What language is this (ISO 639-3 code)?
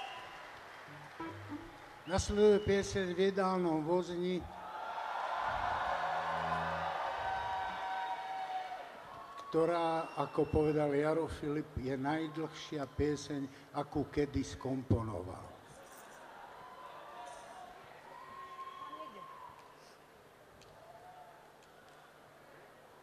slk